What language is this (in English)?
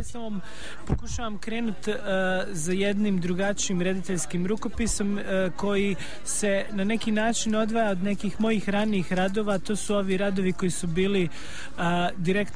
Serbian